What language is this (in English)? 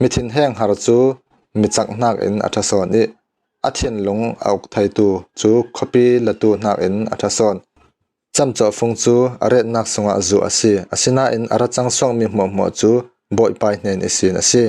Falam Chin